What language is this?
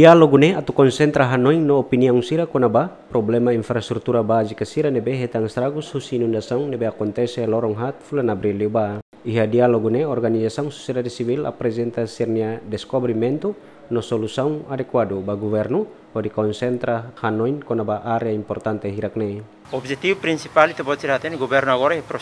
Tetum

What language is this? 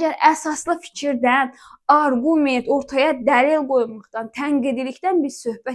Azerbaijani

